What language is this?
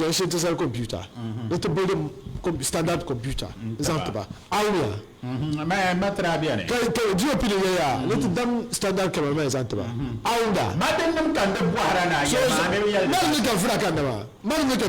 Dagbani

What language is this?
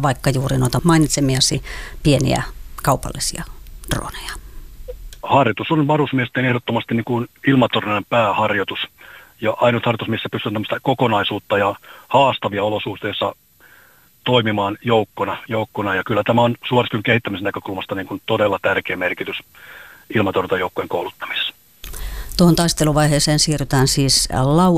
Finnish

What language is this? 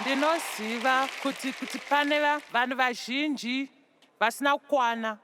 Shona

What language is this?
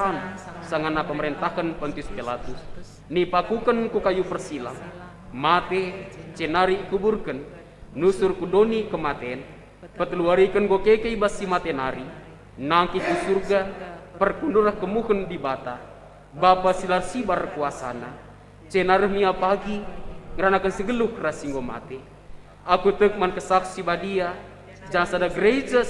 Batak Karo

